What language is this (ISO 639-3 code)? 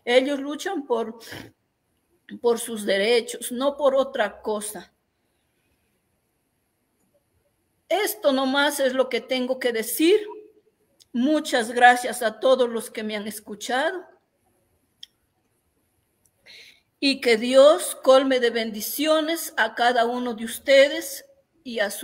spa